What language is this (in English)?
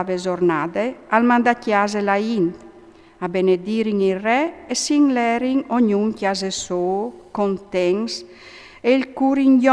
Friulian